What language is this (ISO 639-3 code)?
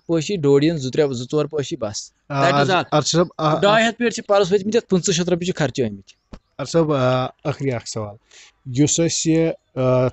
kas